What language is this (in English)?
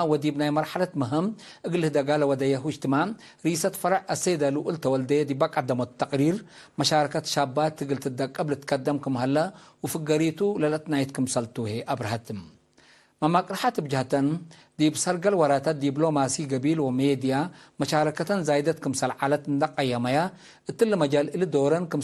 Tigre